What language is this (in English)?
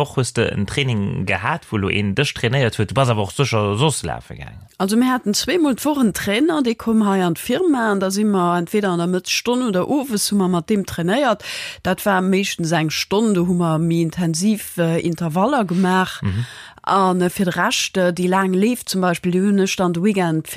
Luxembourgish